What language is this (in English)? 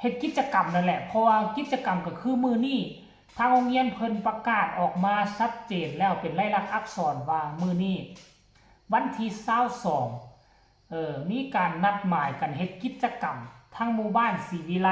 Northeastern Thai